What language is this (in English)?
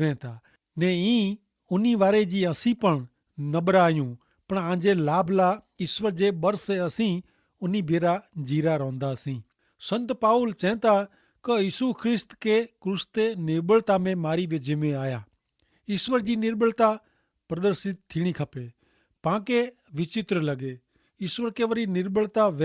Kachhi